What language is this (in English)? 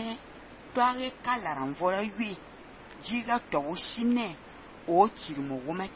Fang